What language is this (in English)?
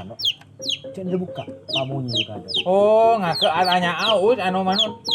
Madurese